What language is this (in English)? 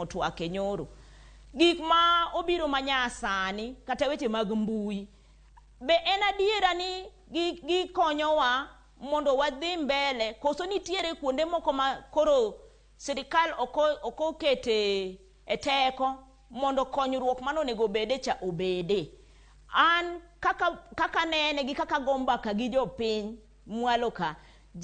Luo (Kenya and Tanzania)